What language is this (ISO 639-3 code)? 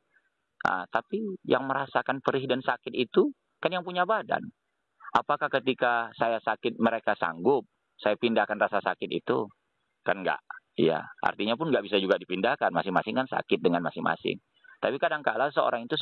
ind